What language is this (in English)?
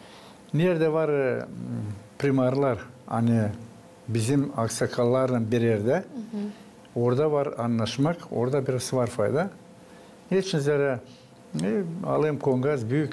Gagauz